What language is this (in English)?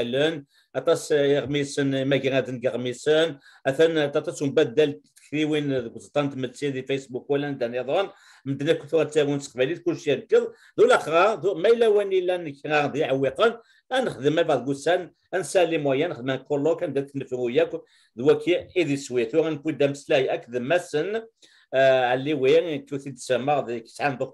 Kabyle